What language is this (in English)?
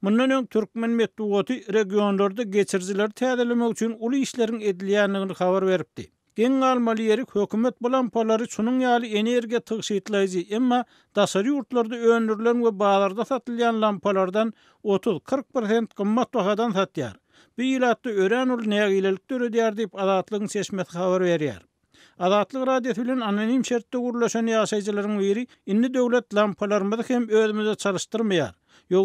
Turkmen